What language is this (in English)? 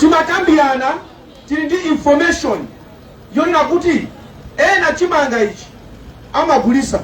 Nyanja